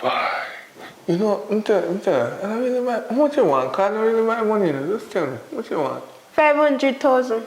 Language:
Jamaican Creole English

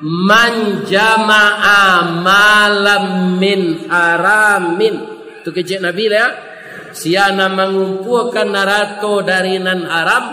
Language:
Minangkabau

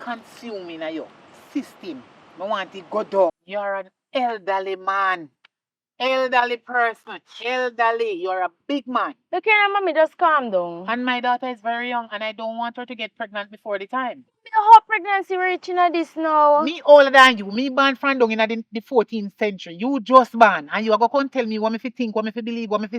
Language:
Jamaican Creole English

